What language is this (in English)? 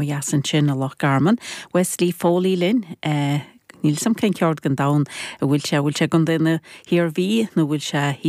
Irish